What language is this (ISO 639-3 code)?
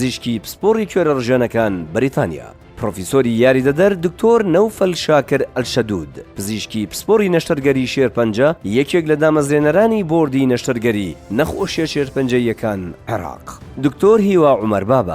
ckb